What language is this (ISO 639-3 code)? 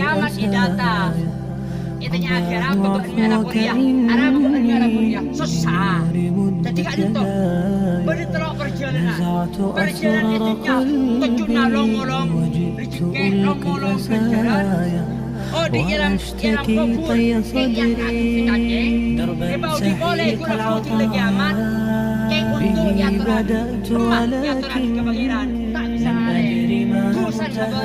mad